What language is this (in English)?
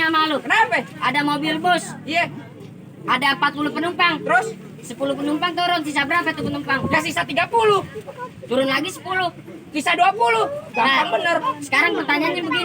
Betawi